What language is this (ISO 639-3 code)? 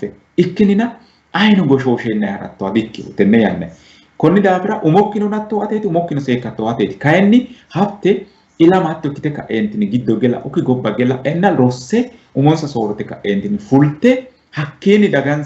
sid